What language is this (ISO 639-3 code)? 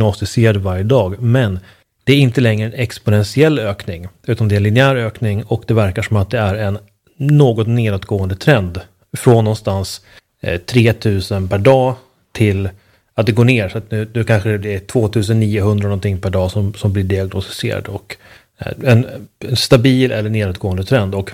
swe